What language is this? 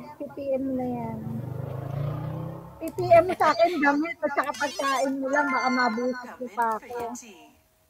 Filipino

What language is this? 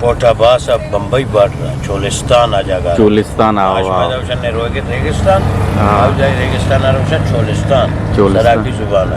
Eastern Balochi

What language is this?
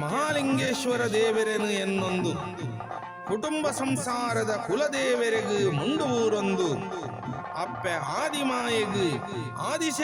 Tulu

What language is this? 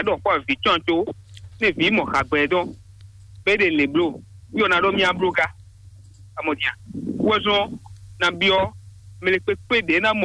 Fon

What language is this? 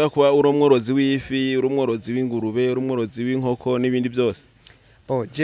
Rundi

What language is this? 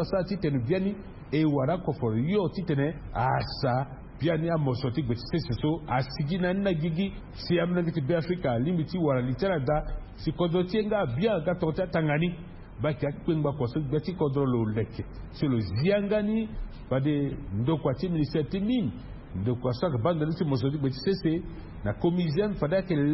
Sango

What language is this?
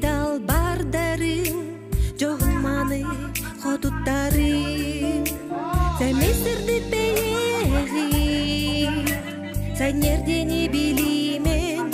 Yakut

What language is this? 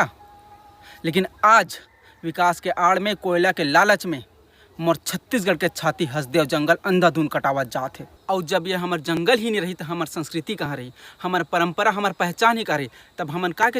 Chhattisgarhi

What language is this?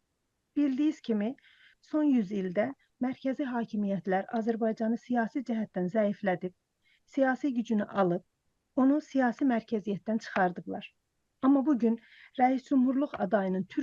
South Azerbaijani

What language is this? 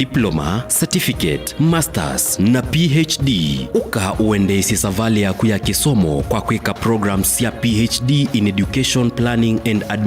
Kamba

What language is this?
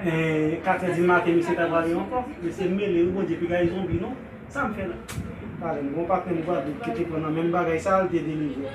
Haitian Creole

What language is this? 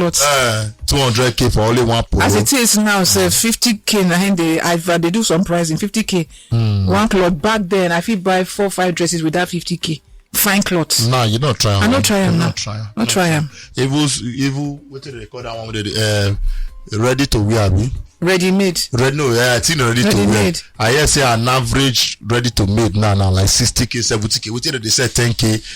Nigerian Pidgin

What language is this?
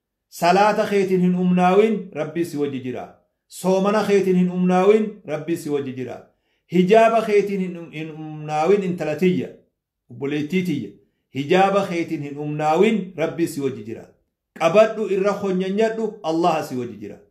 Oromo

